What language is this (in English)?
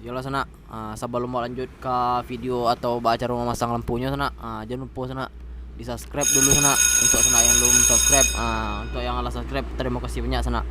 Minangkabau